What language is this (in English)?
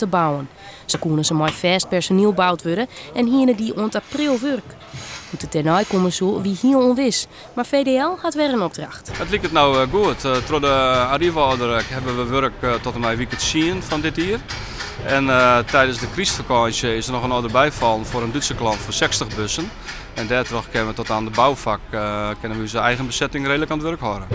Western Frisian